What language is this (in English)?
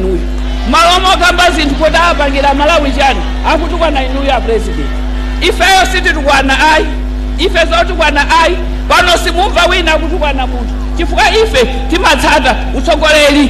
Nyanja